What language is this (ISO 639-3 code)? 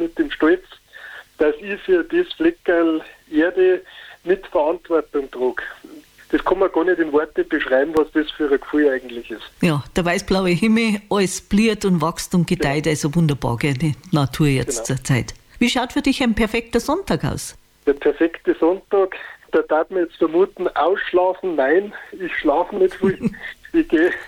deu